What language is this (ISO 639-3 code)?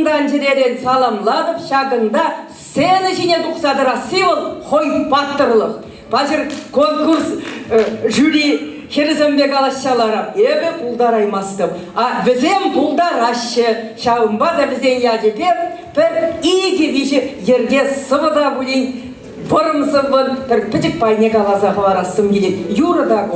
chv